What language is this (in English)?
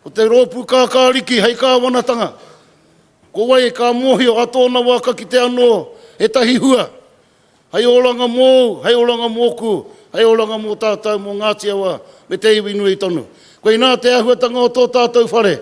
Māori